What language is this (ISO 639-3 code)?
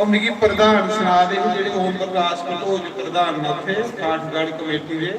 doi